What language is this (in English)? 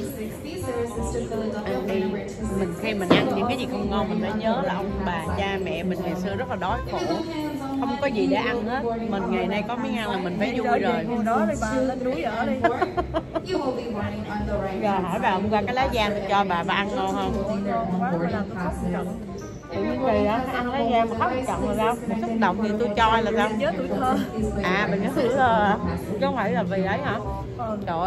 Vietnamese